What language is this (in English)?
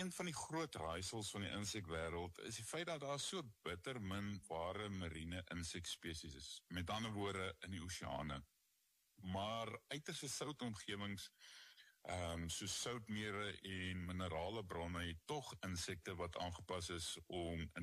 Afrikaans